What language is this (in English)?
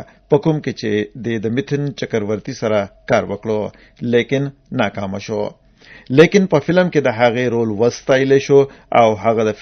Pashto